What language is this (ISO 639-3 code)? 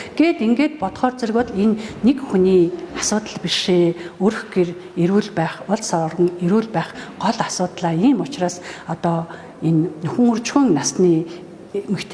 mon